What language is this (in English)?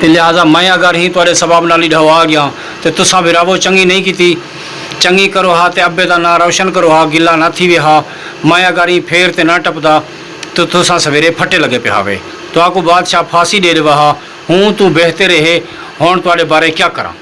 Saraiki